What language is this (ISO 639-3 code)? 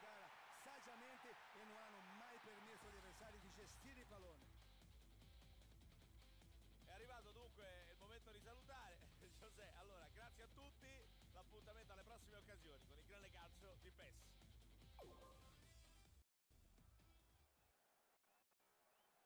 ita